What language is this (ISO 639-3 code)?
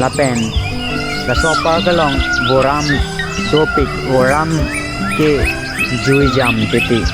mjw